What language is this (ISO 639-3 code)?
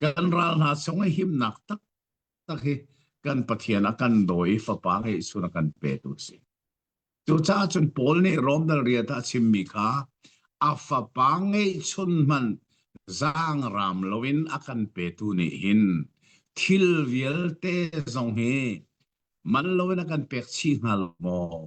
cnh